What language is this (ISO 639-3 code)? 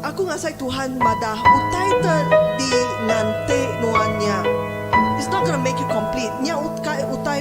iba